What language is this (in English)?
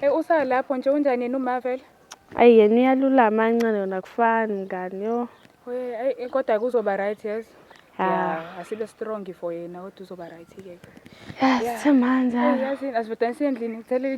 Zulu